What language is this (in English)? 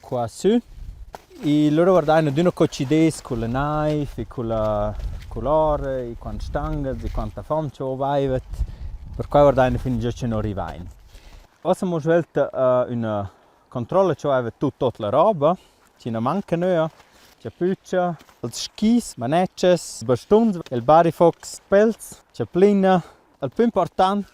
Romansh